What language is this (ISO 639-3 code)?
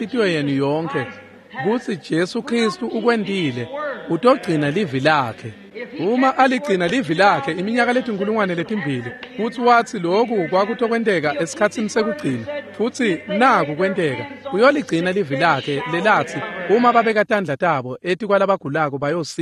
ssw